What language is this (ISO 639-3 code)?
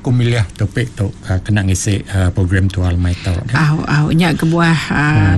iba